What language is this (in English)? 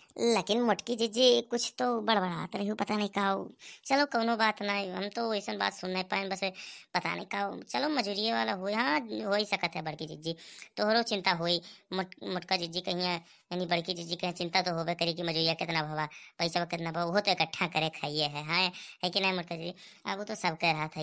Awadhi